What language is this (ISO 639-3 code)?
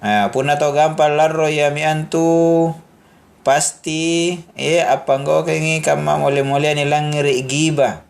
mak